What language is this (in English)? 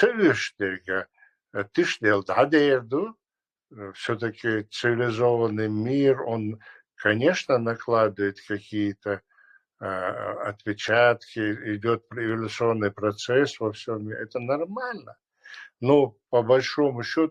Chechen